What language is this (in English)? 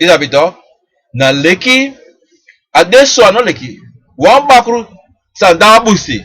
Sranan Tongo